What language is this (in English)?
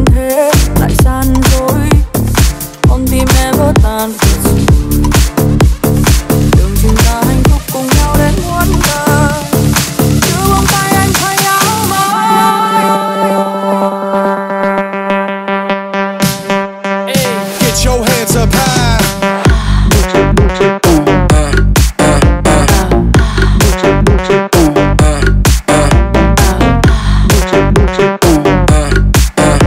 Vietnamese